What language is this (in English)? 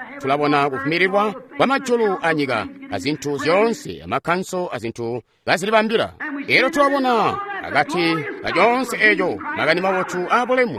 Tonga (Zambia)